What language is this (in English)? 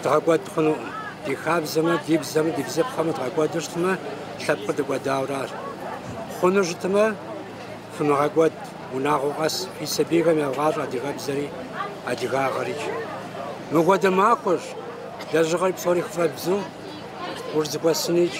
Kabardian